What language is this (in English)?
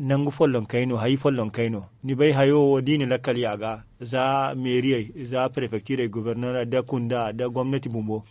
Zarma